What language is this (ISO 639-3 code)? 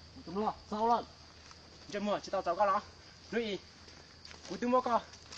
hmn